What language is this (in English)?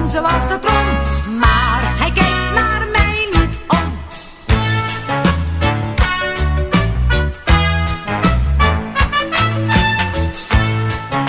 Dutch